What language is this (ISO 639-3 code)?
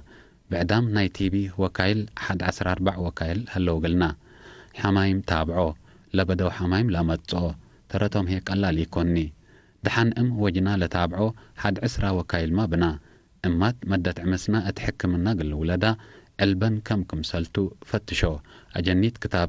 tig